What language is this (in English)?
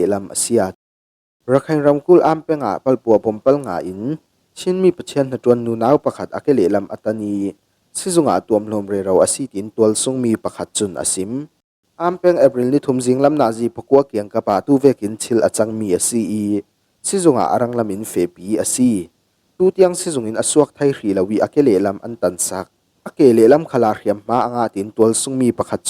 Falam Chin